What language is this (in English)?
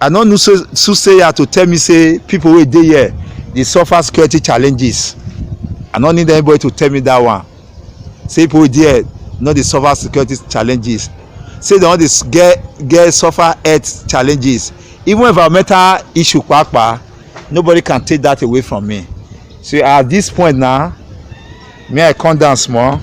Nigerian Pidgin